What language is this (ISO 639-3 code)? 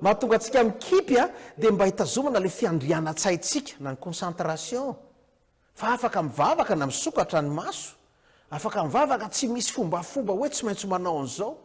mlg